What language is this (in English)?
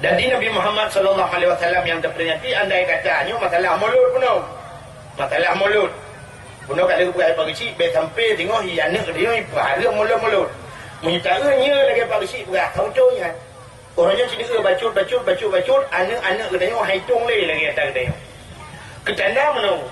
Achinese